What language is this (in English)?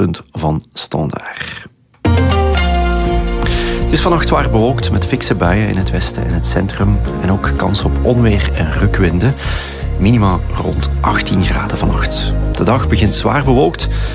Dutch